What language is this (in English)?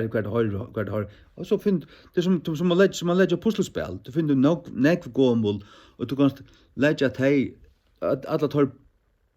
Faroese